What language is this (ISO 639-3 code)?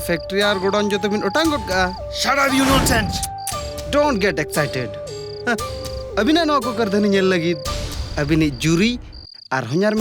sat